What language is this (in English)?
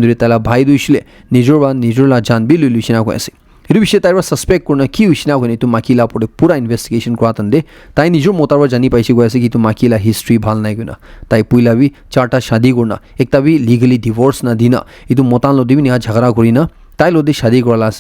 Naga Pidgin